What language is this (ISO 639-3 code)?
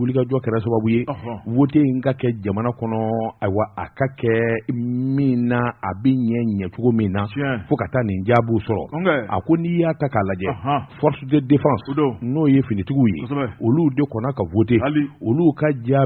bam